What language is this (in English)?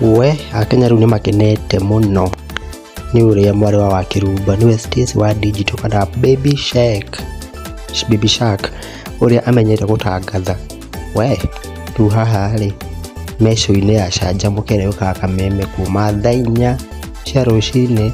Kikuyu